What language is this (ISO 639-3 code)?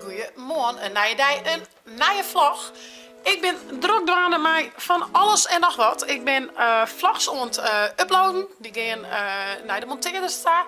fry